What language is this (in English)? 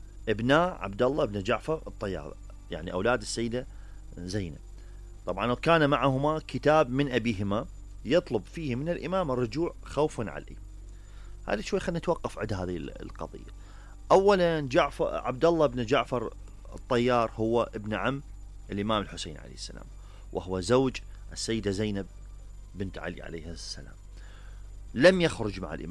Mesopotamian Arabic